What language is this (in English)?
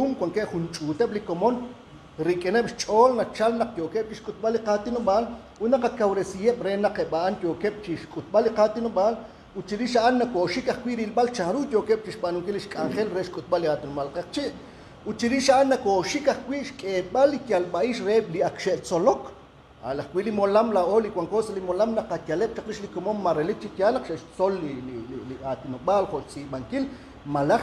Kekchí